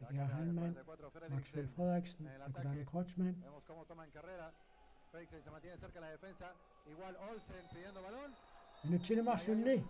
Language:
Kalaallisut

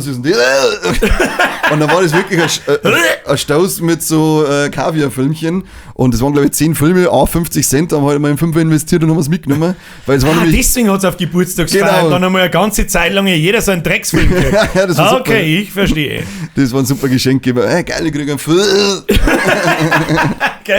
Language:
Bavarian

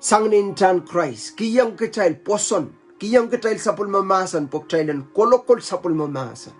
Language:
Pohnpeian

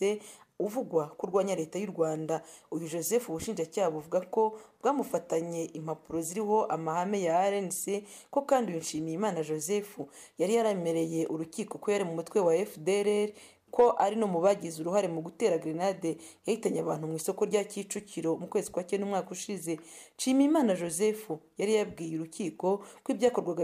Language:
Kinyarwanda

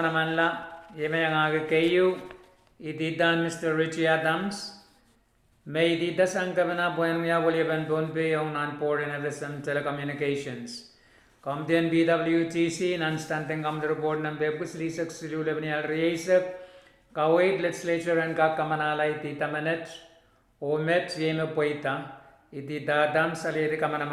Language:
Pohnpeian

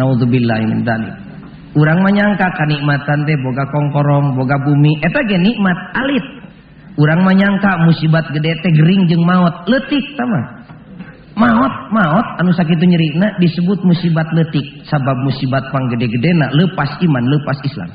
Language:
Sundanese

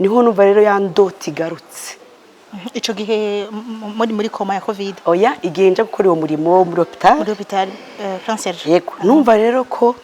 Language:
Rundi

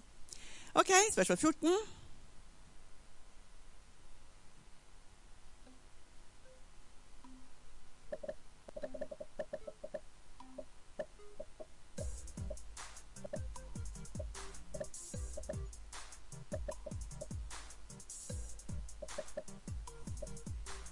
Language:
Norwegian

